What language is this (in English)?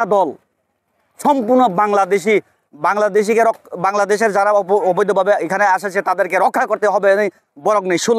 Kok Borok